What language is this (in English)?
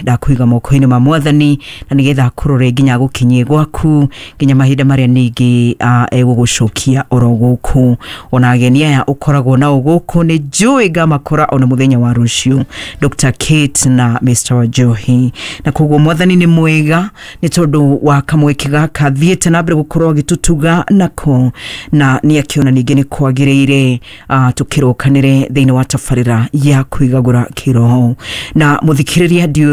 Kikuyu